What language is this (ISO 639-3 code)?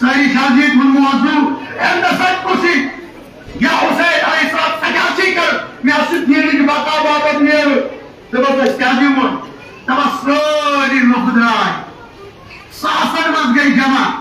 kas